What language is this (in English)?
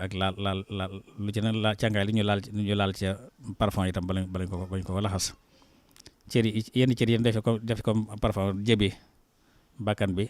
Wolof